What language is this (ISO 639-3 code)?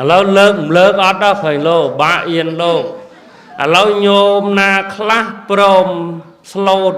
khm